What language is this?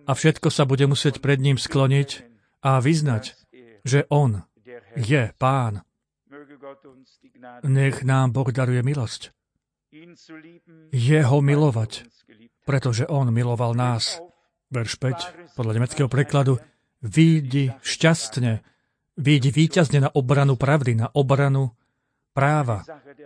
Slovak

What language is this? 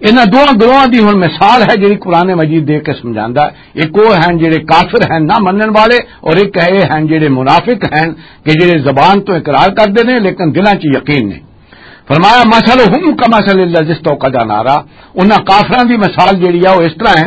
Western Panjabi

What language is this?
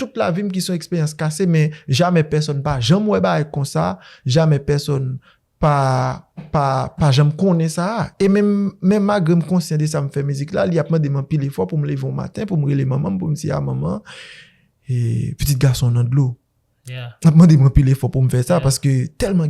Haitian Creole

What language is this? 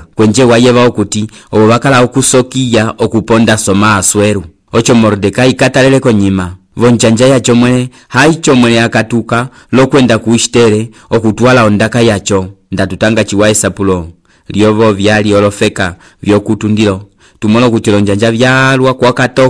Umbundu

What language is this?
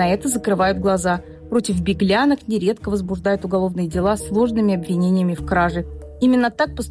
Russian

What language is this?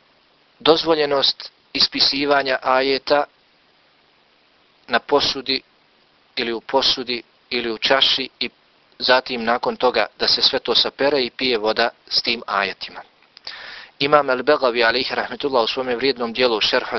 Bosnian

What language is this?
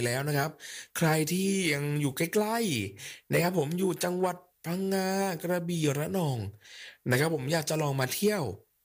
Thai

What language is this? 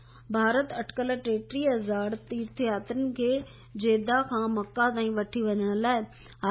Sindhi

